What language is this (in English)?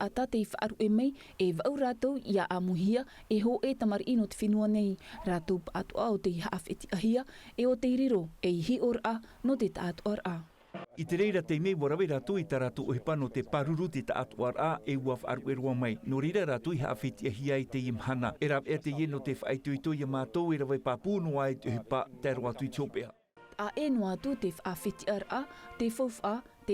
Tahitian